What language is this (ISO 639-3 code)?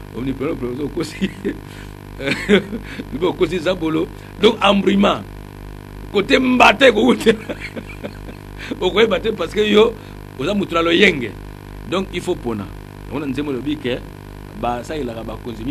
lin